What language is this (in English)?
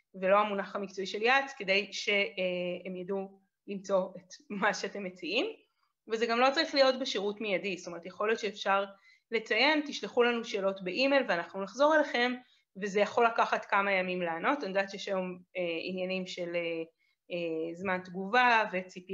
Hebrew